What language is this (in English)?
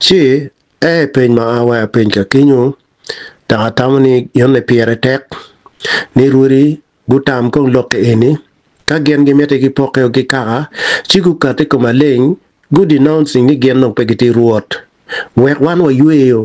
Acoli